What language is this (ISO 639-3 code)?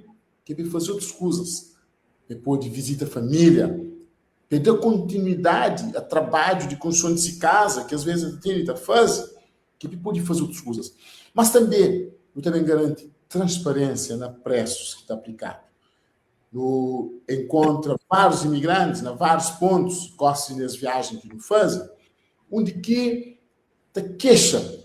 kea